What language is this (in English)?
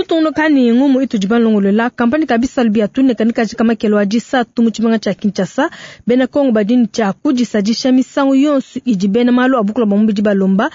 Luba-Lulua